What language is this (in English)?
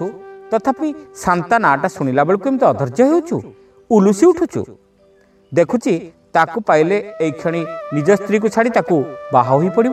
Odia